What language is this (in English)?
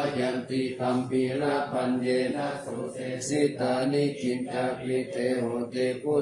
Pali